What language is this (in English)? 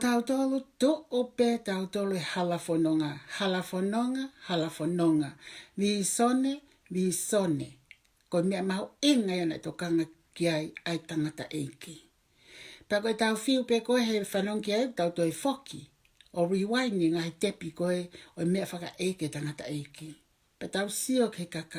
Tongan